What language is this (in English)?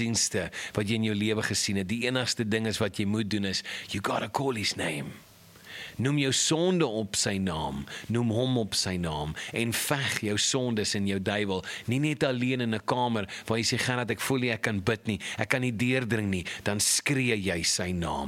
Afrikaans